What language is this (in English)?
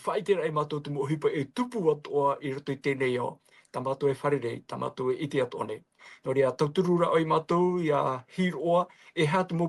Tahitian